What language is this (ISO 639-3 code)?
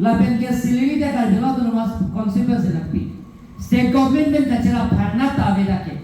mjw